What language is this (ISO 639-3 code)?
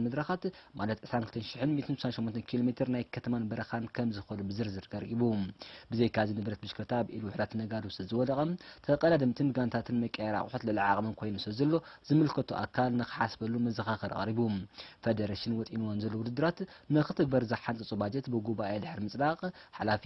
tir